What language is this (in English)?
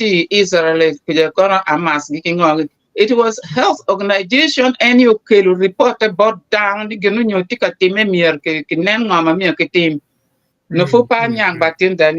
Acoli